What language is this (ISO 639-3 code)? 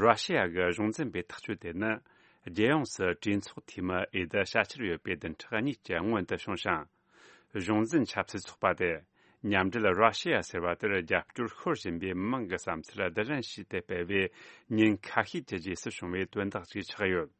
bod